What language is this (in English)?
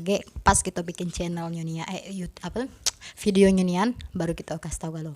Musi